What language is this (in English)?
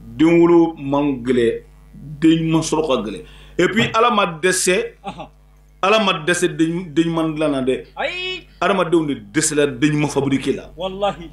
Bambara